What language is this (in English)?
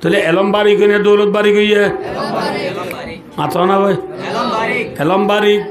Rohingya